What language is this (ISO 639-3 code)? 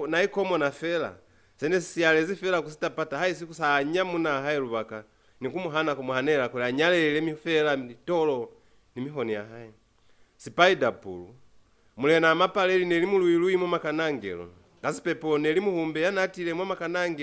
loz